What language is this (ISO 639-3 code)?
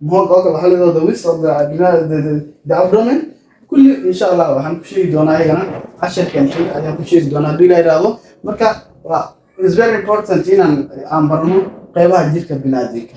som